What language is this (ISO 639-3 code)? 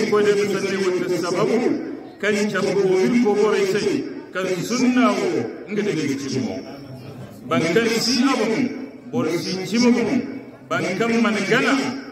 hau